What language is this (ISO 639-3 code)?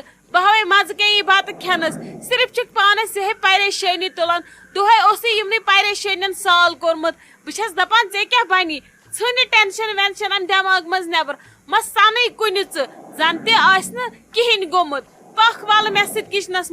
kas